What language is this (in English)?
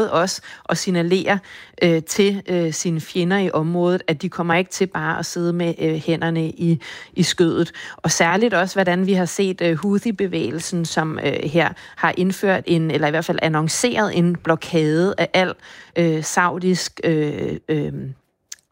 Danish